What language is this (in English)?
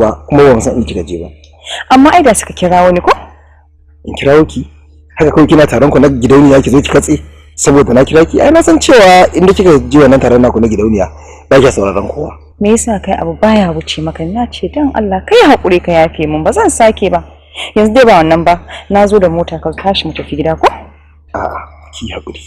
Hausa